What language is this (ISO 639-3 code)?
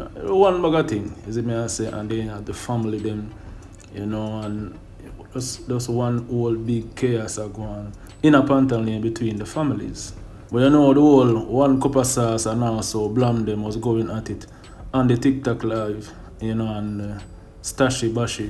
jam